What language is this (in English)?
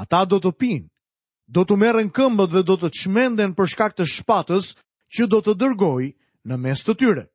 Albanian